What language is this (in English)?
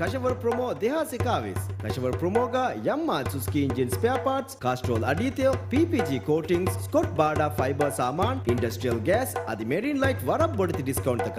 Divehi